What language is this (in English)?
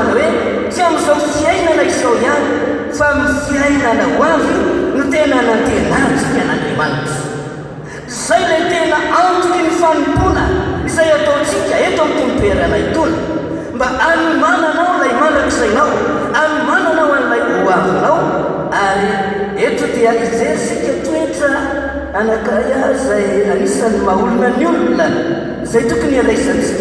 Malagasy